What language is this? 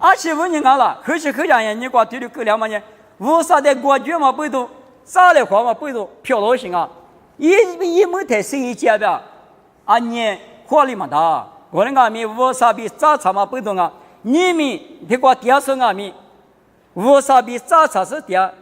Lisu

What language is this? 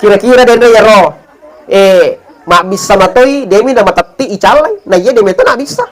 Buginese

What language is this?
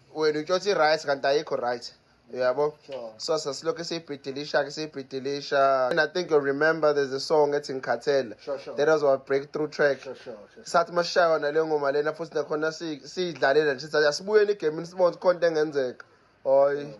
Zulu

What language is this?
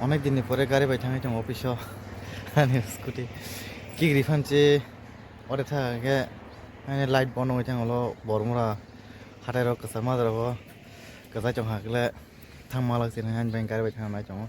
Kok Borok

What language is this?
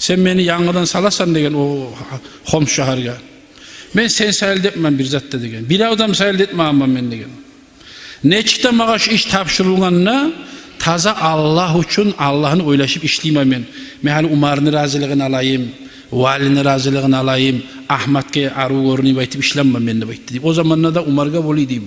Kumyk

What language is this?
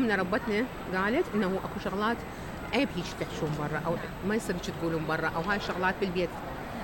Mesopotamian Arabic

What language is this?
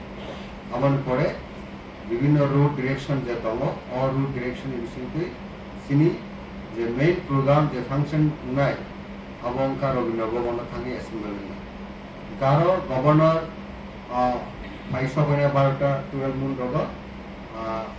Kok Borok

